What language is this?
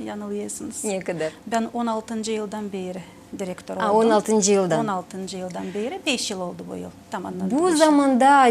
Gagauz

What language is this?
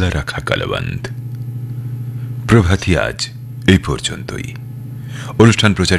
Bangla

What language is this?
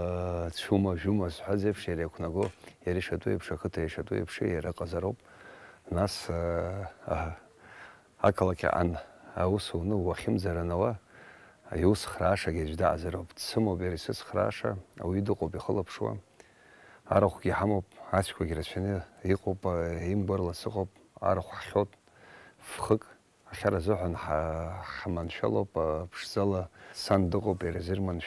Abkhazian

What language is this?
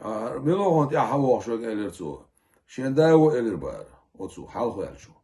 Chechen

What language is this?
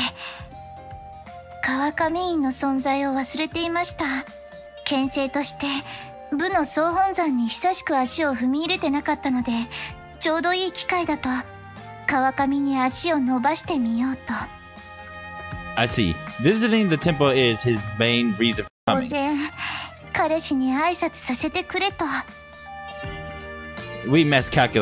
Japanese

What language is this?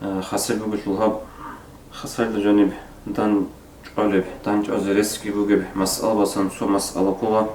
Avaric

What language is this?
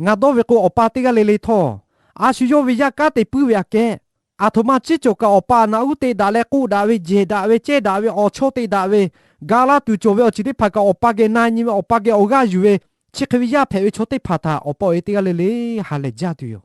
Lahu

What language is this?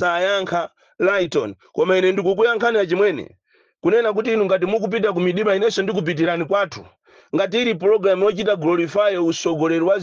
Nyanja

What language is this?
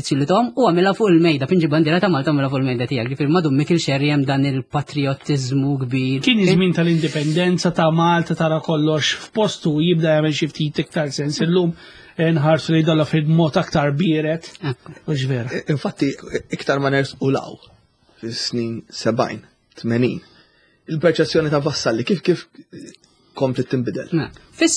Maltese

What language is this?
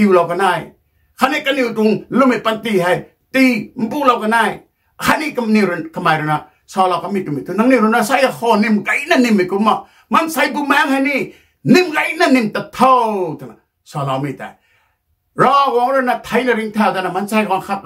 Rongmei Naga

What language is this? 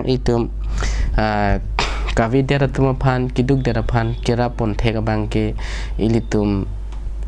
Karbi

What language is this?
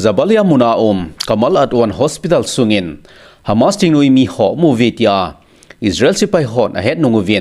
Thado Chin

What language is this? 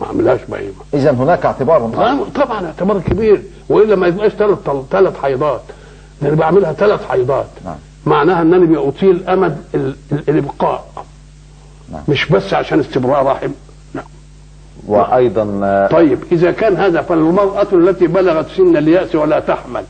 Egyptian Arabic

